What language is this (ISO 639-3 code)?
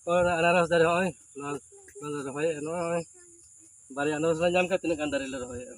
sat